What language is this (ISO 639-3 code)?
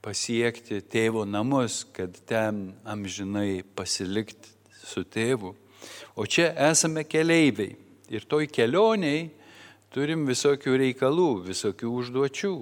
lit